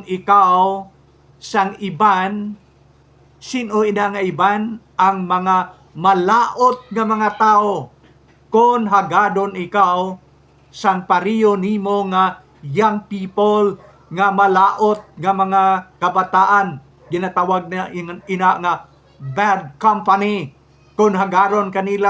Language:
Hiligaynon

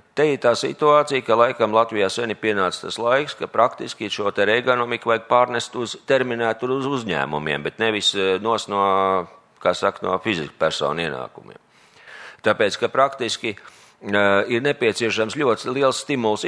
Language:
Latvian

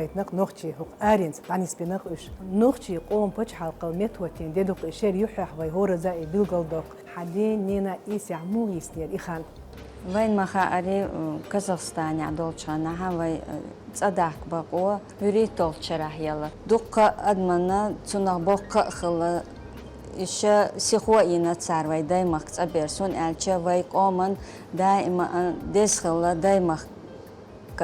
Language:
Chechen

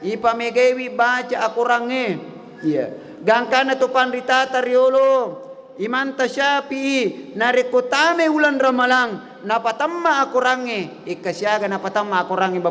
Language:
Buginese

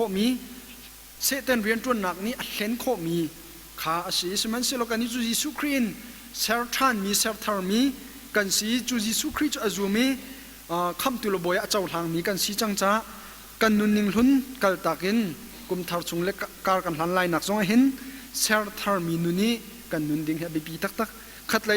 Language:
Hakha Chin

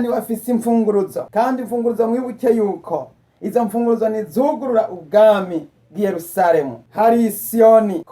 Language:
Rundi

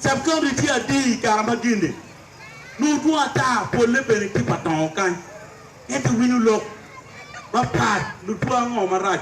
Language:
Acoli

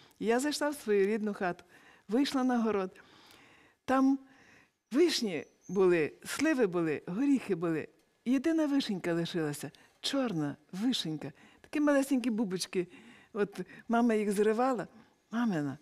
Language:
Ukrainian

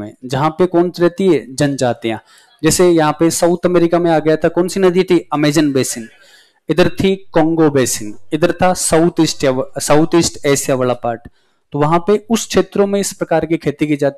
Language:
Hindi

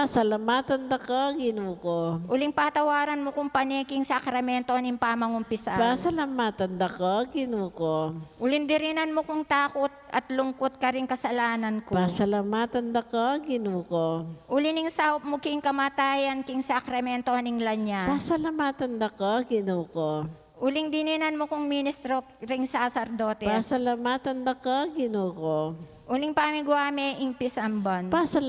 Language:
Pampanga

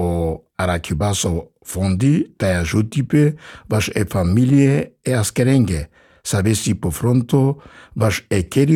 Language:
Serbian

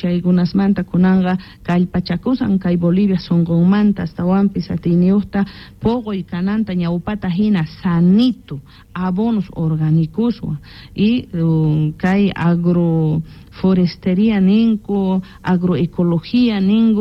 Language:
Quechua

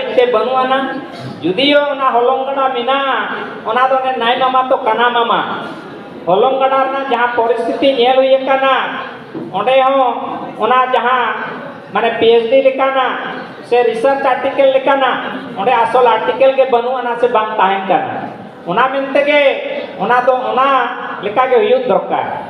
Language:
Santali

